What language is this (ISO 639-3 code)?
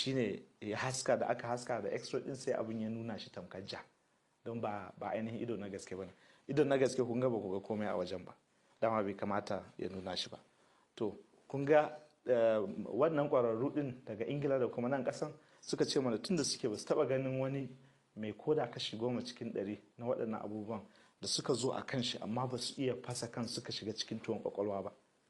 hau